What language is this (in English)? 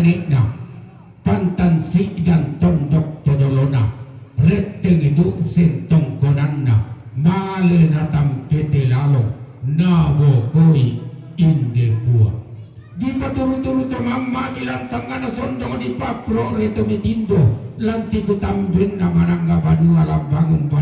Toraja-Sa'dan